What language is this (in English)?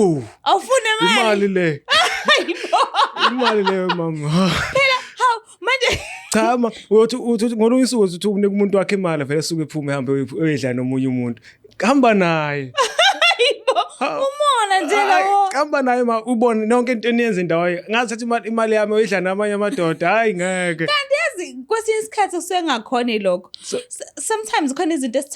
Zulu